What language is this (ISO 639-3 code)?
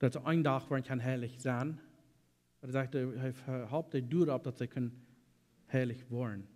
pdt